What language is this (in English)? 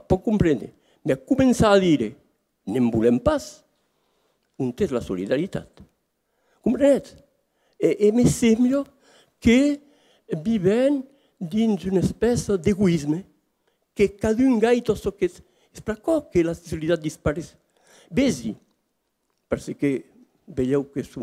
Occitan